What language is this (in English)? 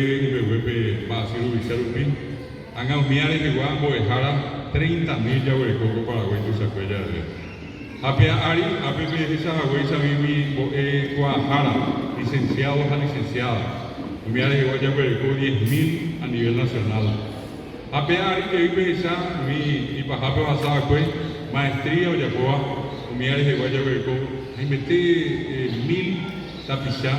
Guarani